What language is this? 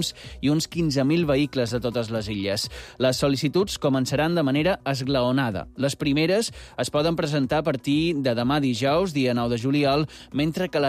Catalan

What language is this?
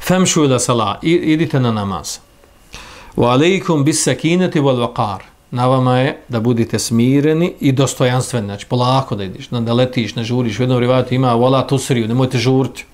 Bosnian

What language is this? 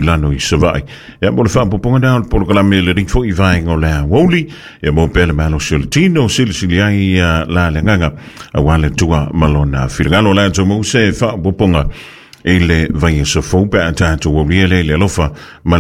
Samoan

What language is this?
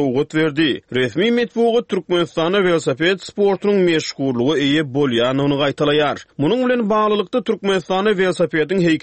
Turkmen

